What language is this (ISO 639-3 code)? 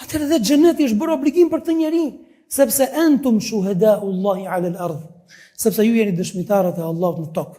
sqi